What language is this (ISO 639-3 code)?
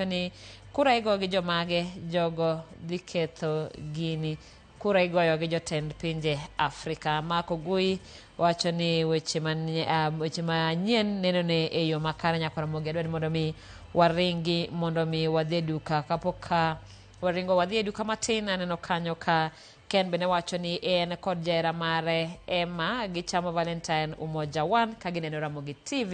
luo